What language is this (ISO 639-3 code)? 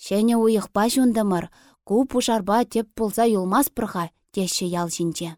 chv